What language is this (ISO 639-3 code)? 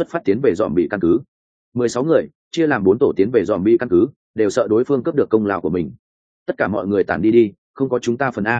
vie